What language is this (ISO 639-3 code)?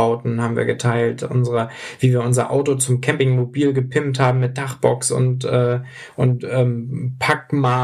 deu